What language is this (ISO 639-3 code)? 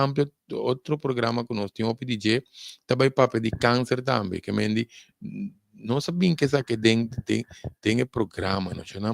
pap